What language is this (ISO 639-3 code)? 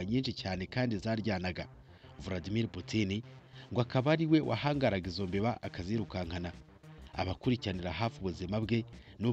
kin